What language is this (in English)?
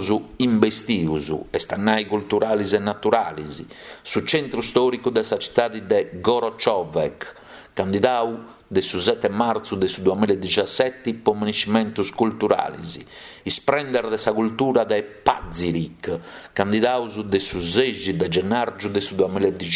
Sardinian